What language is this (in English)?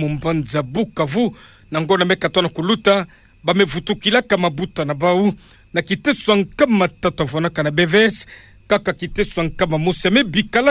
Kituba (Democratic Republic of Congo)